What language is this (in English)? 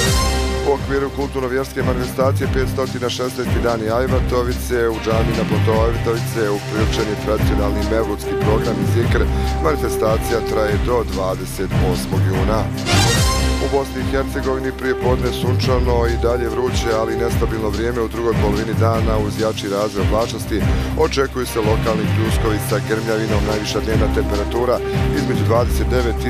Bosnian